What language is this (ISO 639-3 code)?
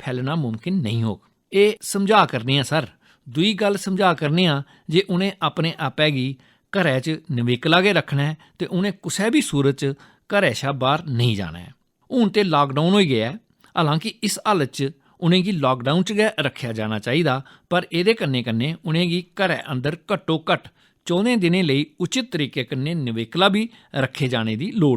doi